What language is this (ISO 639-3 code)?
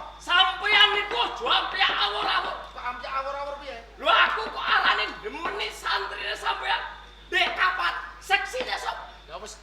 jav